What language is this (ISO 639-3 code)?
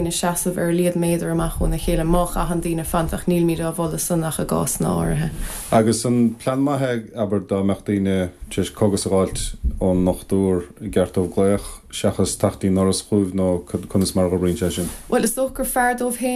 gle